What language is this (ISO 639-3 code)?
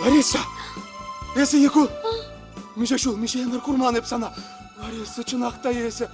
chv